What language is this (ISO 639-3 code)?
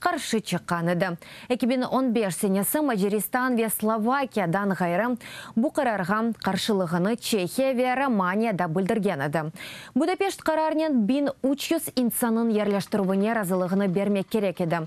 crh